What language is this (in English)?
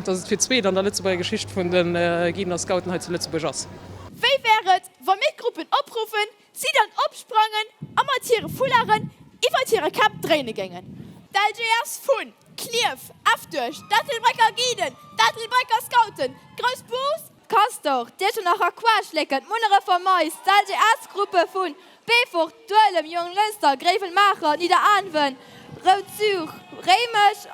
Luxembourgish